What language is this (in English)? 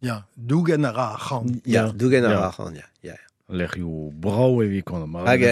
Breton